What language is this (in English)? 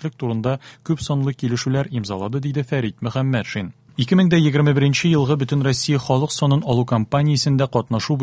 Tatar